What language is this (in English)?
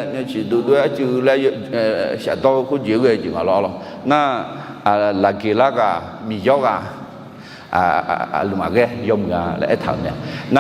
Akha